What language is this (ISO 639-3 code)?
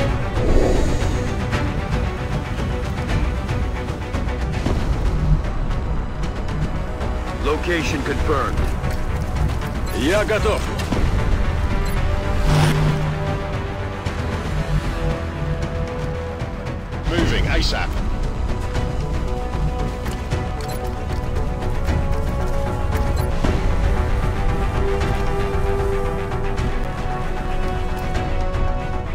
eng